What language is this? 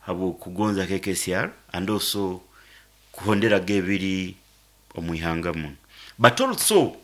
Nyankole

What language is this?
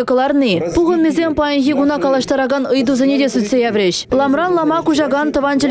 Chuvash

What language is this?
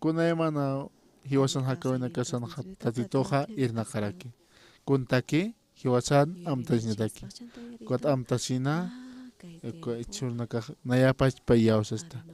Aymara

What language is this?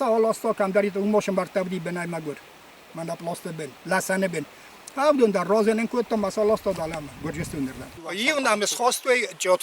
Ossetic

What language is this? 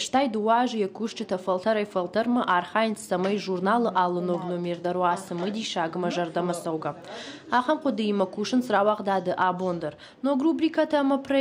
Ossetic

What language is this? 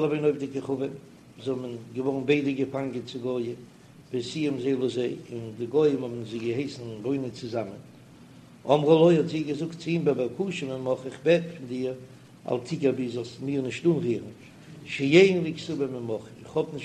Yiddish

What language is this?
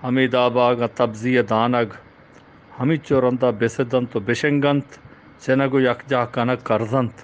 Eastern Balochi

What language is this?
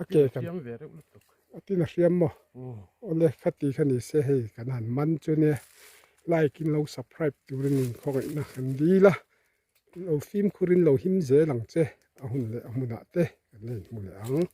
Mizo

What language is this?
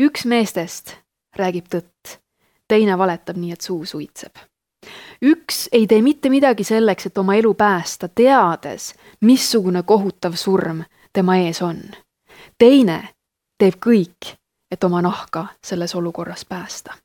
Estonian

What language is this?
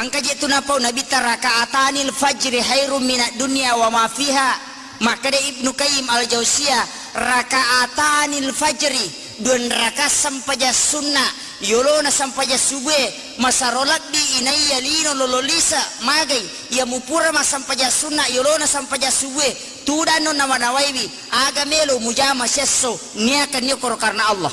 Buginese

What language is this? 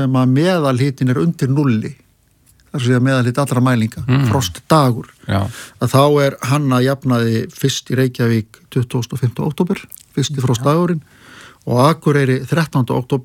Icelandic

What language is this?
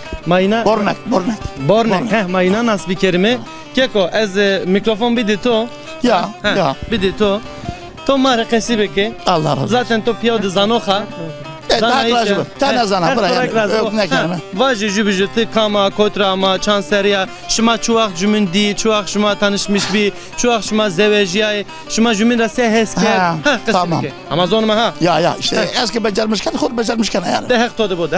Zaza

